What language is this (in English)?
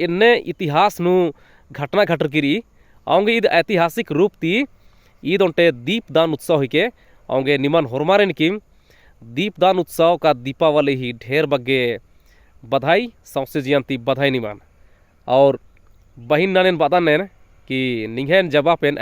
Kurukh